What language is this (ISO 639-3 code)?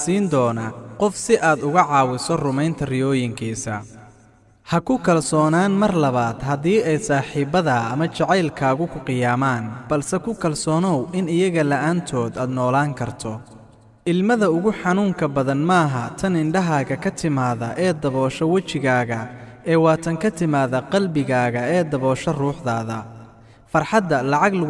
som